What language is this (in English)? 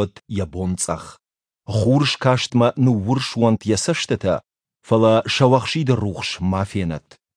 Ossetic